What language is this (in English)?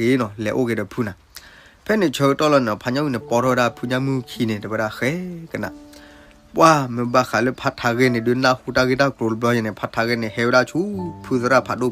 S'gaw Karen